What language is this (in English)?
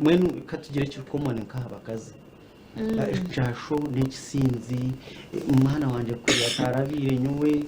Nyankole